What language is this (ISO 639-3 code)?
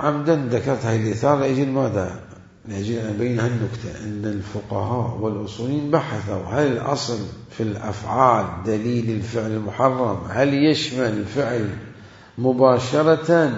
acm